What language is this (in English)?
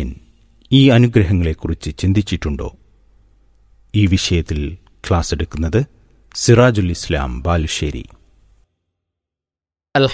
Malayalam